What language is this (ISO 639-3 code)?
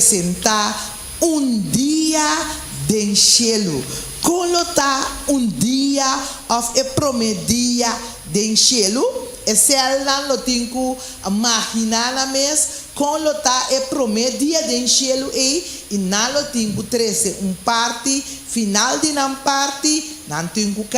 pap